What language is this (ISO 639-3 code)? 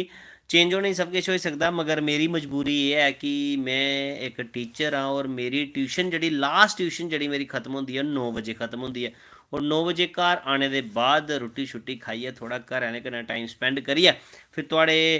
doi